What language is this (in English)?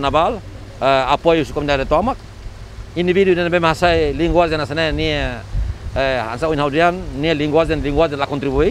Tetum